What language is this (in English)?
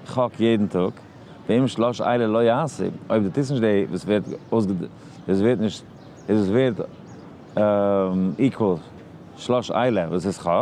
Yiddish